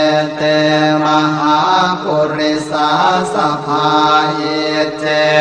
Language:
Pali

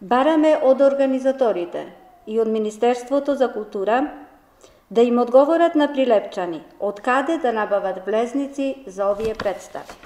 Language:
Macedonian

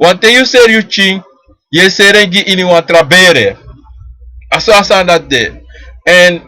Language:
Sranan Tongo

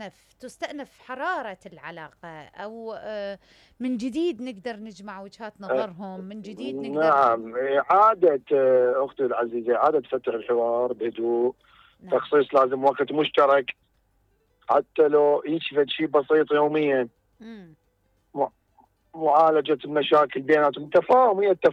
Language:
Mesopotamian Arabic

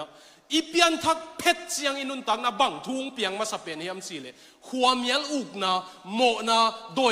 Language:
Tedim Chin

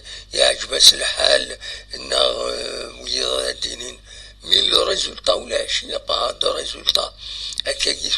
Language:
Kabyle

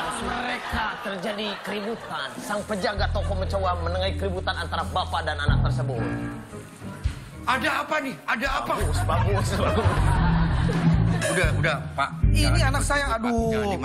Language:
Indonesian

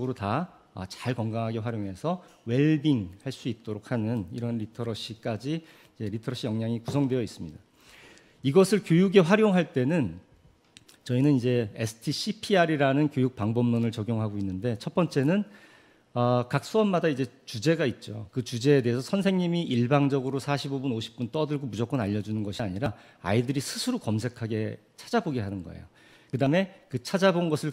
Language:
Korean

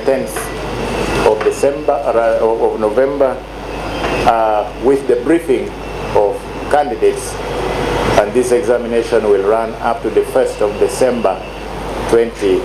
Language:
Nyankole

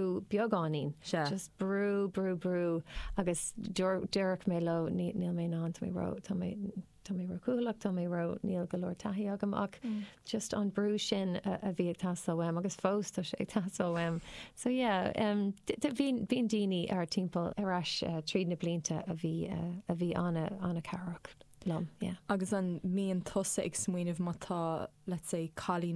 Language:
Irish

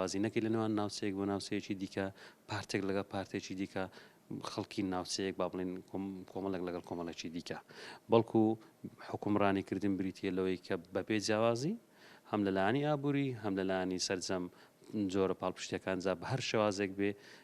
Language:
Central Kurdish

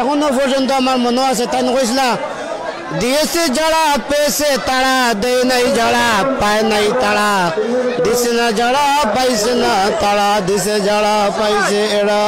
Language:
Sylheti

